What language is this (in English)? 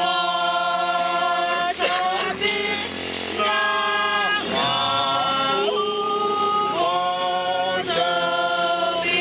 Batak Toba